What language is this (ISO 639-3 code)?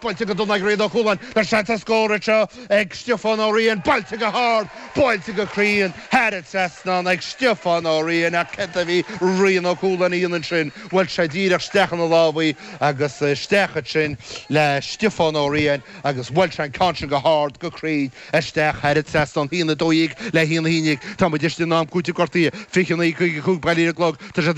gle